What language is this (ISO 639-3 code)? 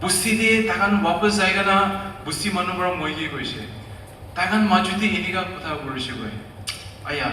nag